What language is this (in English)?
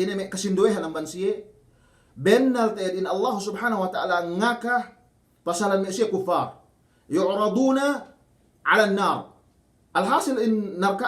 Yakan